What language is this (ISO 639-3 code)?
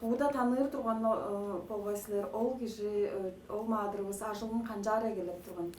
tyv